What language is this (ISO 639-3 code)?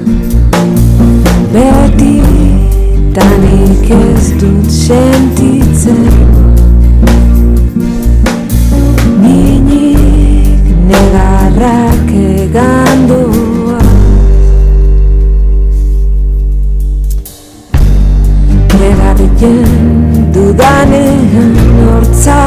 eus